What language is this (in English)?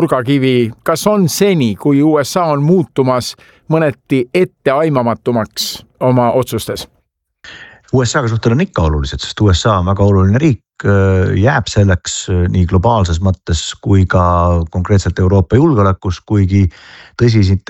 Estonian